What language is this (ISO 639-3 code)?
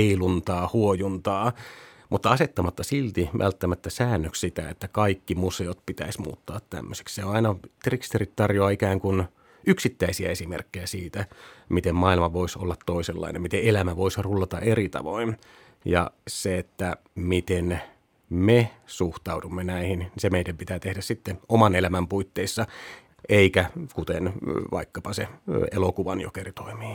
fin